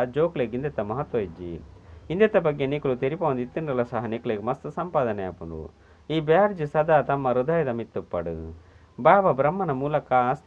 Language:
Tulu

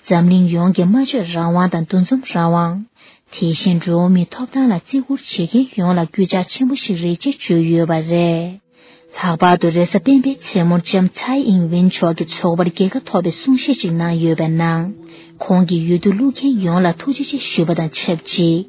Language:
Tibetan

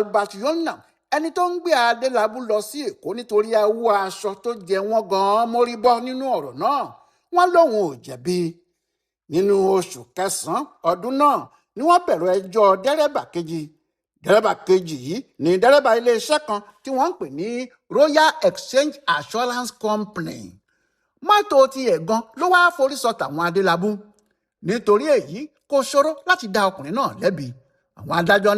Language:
Yoruba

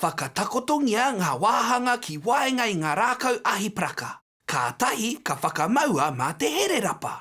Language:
Māori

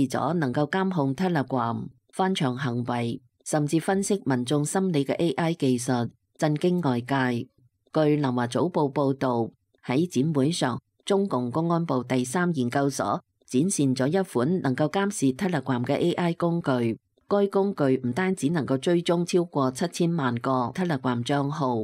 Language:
Cantonese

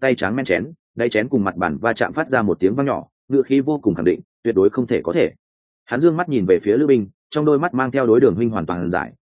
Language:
Vietnamese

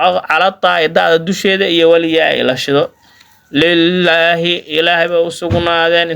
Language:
Somali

